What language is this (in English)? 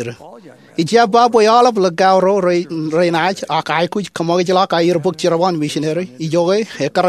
Marshallese